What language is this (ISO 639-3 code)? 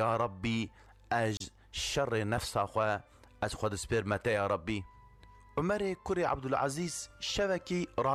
kur